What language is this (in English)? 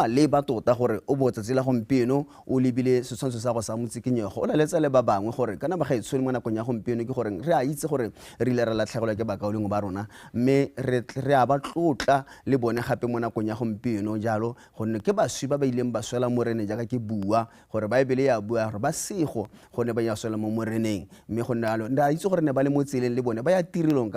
Tswana